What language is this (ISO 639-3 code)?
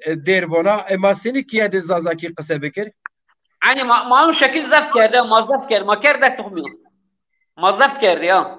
zza